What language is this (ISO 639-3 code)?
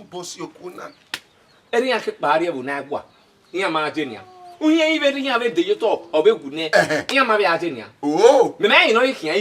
bin